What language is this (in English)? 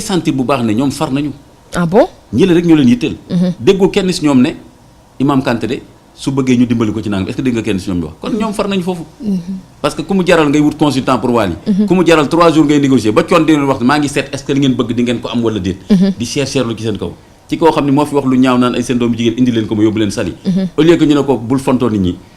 Wolof